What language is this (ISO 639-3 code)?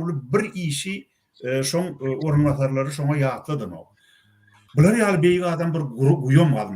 tuk